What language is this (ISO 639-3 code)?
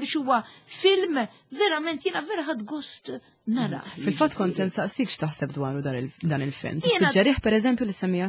mlt